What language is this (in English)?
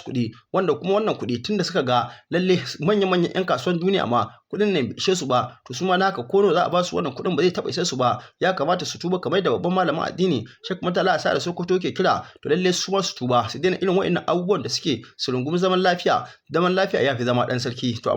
Hausa